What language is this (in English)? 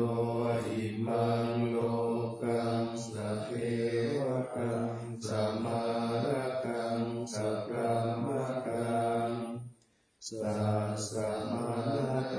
Pali